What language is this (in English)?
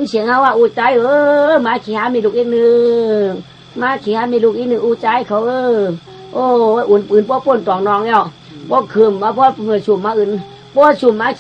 Shan